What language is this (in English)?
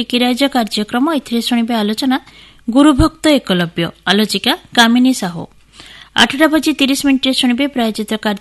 Odia